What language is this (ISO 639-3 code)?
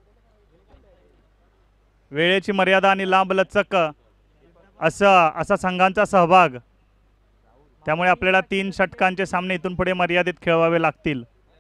mar